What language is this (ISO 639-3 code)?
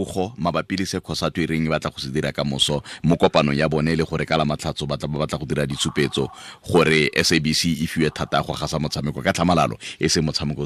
tsn